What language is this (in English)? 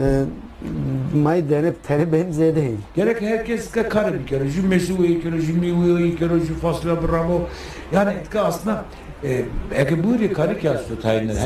Zaza